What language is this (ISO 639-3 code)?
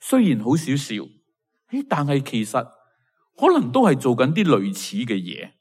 yue